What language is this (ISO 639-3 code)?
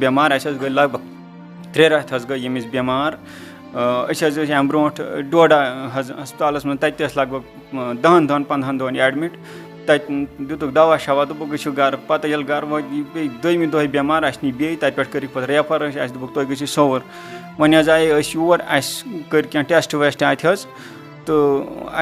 kas